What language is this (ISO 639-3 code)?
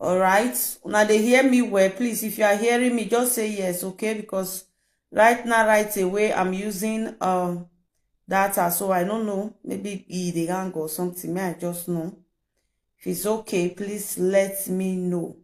pcm